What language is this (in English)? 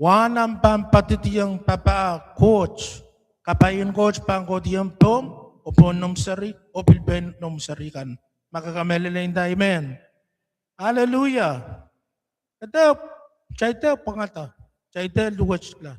Pohnpeian